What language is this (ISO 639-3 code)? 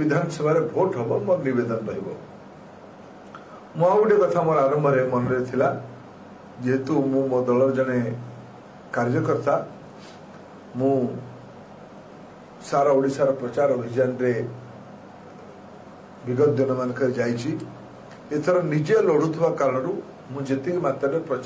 ori